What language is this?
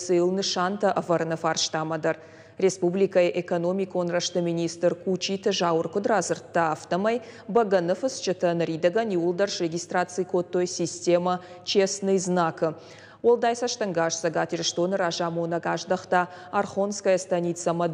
Ossetic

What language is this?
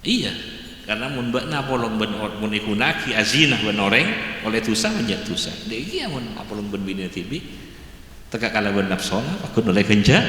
Madurese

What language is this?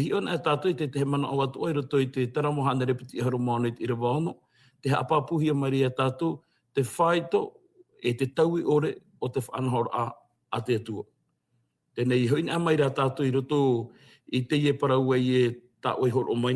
Tahitian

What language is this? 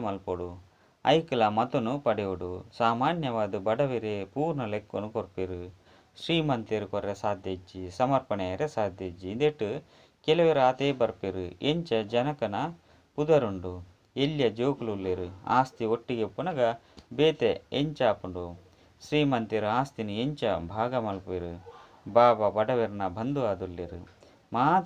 Tulu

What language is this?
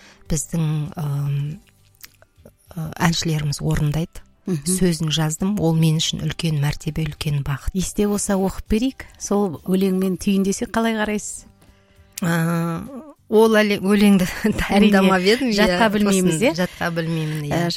Kazakh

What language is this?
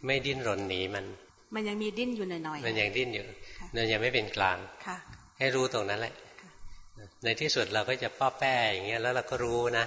Thai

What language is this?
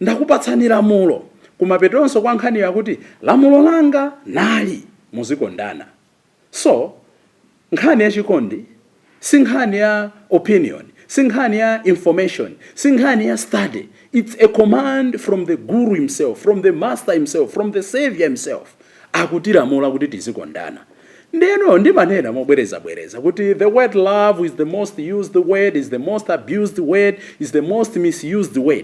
Nyanja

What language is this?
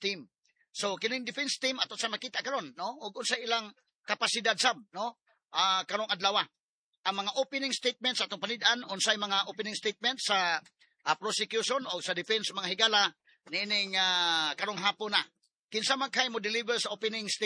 Cebuano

